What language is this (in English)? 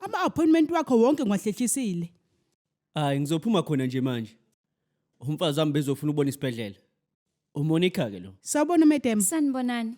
Zulu